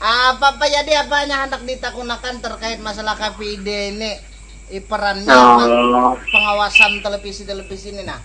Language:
Banjar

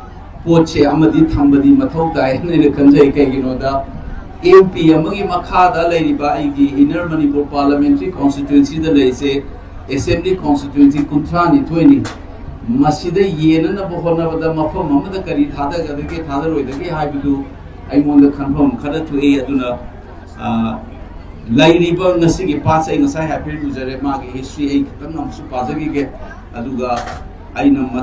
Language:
Manipuri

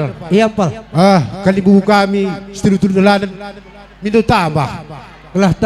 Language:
Batak Karo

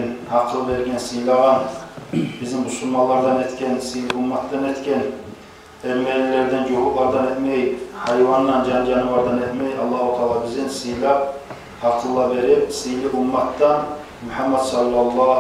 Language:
Kumyk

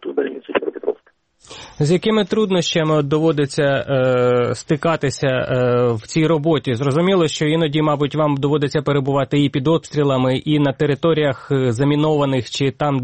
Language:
Ukrainian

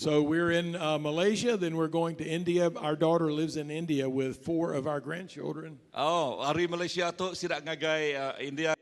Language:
Iban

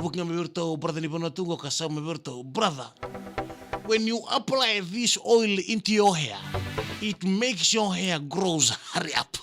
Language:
Fijian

